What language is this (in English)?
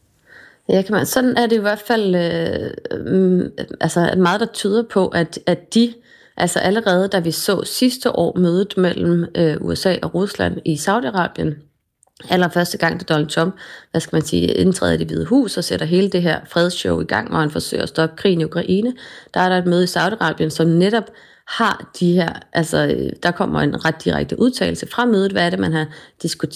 Danish